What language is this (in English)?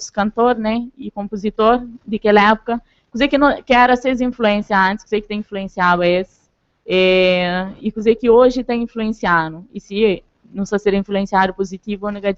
Kabuverdianu